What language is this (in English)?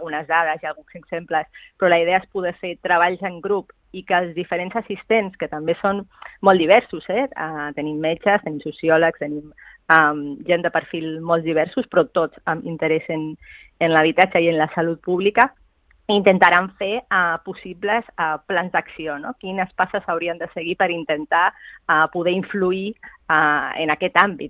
Catalan